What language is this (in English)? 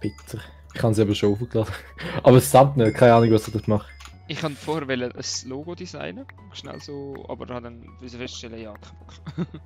Swiss German